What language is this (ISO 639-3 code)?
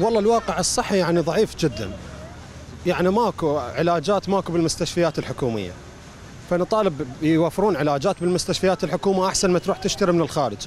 acm